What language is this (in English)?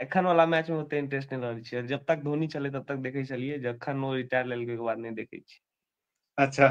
Maithili